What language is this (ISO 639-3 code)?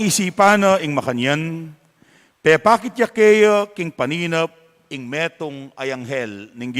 pam